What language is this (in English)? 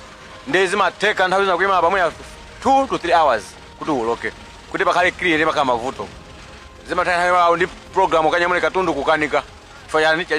Nyanja